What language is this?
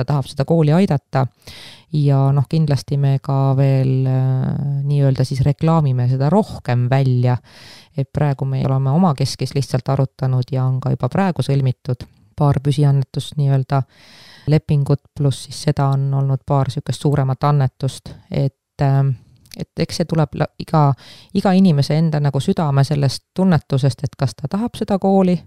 Estonian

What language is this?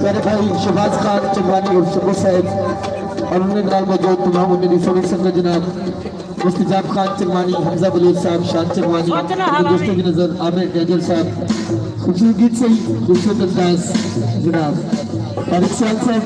Saraiki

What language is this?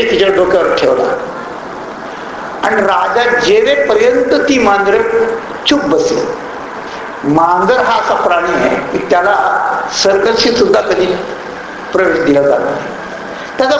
Marathi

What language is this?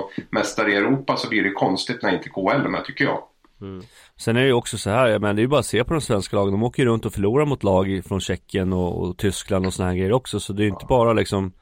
Swedish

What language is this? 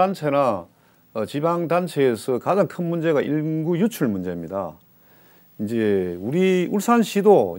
Korean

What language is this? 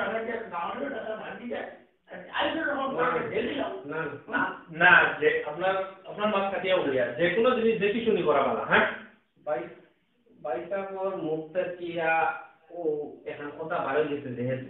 Sylheti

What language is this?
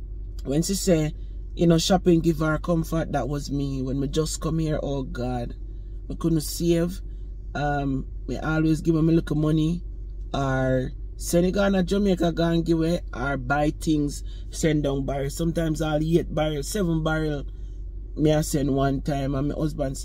Jamaican Creole English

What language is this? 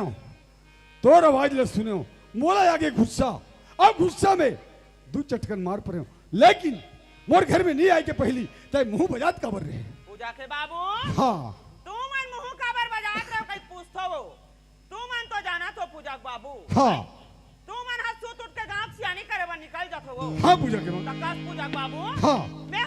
Chhattisgarhi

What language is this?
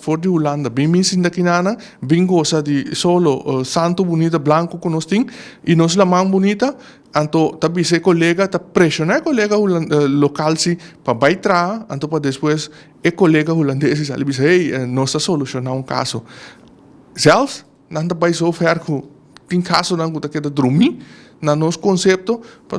Papiamento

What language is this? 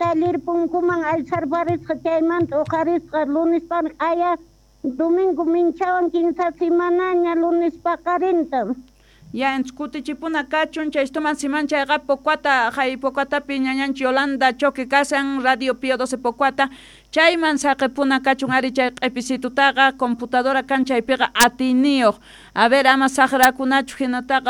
South Bolivian Quechua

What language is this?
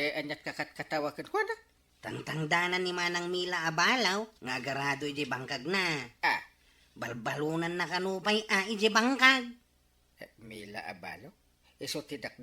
Iloko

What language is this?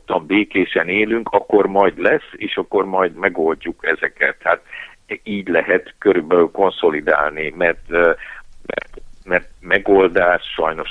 Hungarian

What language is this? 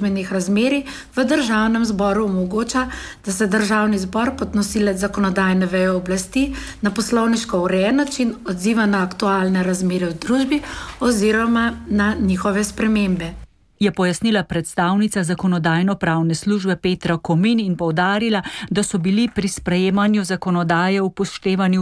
Slovenian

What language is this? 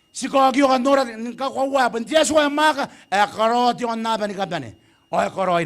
Gilbertese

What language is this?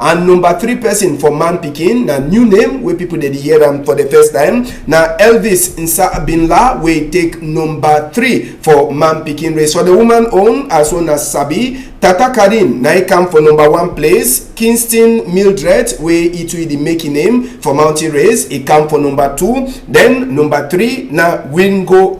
Cameroon Pidgin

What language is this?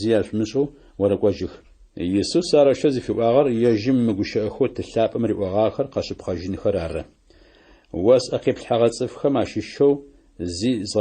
Adyghe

